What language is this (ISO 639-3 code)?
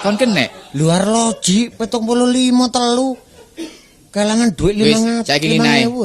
jav